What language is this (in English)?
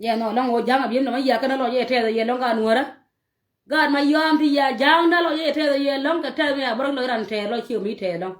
Nuer